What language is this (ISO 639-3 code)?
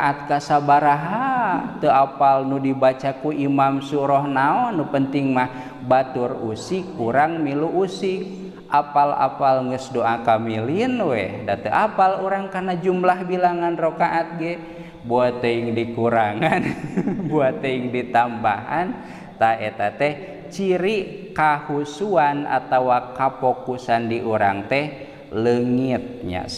sun